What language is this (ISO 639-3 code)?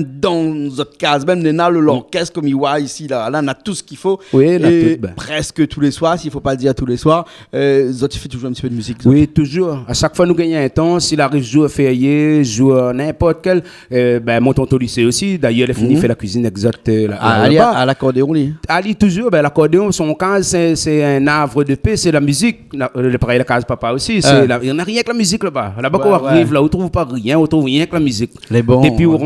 rcf